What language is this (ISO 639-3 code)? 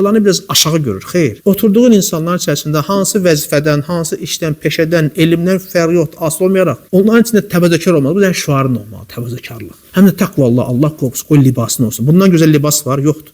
aze